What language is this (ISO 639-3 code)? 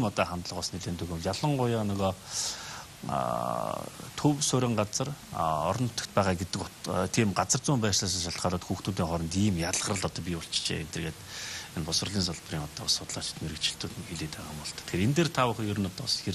mon